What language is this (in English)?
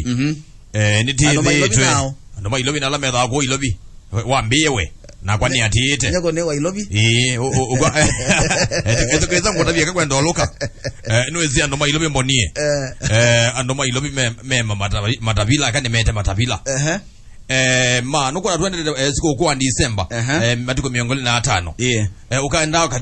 Kamba